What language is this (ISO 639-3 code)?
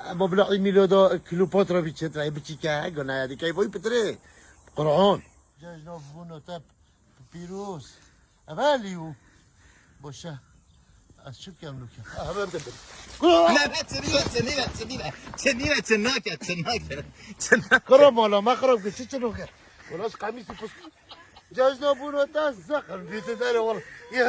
kur